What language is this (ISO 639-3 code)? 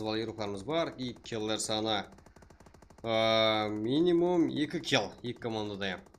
kaa